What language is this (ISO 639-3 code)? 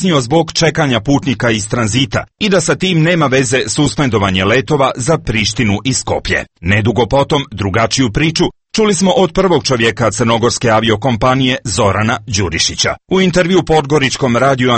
srp